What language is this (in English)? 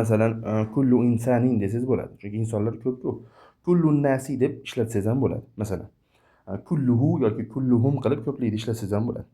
Uzbek